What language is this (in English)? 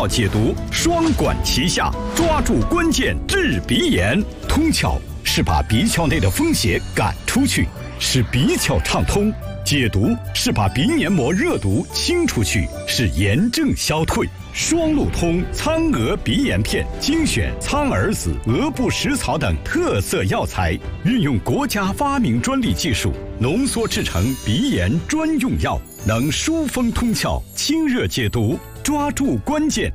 Chinese